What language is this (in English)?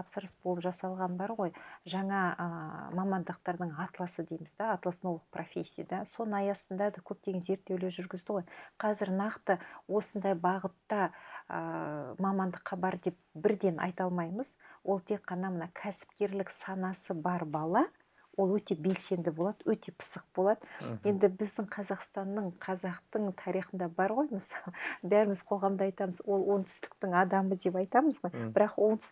Kazakh